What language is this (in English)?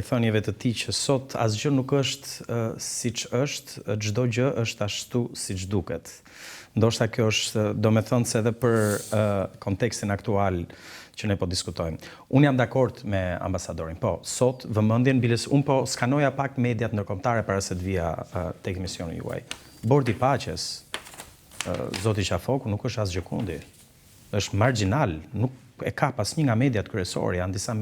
Albanian